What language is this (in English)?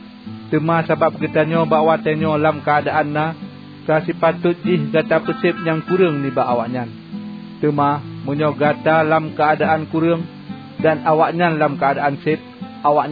Achinese